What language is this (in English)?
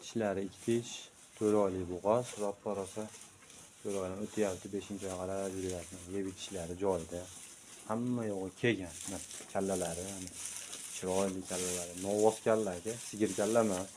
Uzbek